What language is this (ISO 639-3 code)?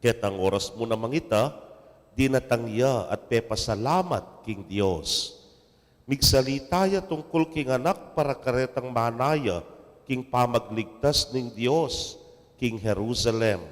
pam